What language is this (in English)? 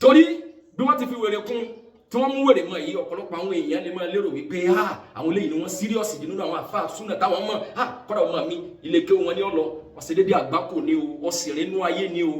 Yoruba